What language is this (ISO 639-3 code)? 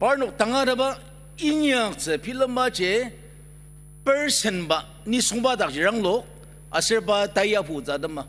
njo